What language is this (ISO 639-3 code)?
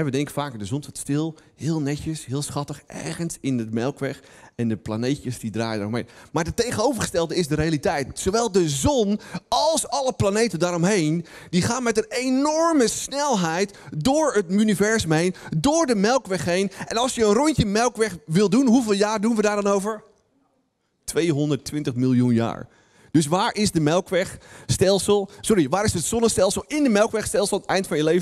nld